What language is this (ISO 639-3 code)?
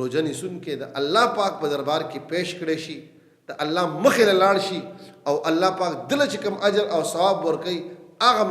pus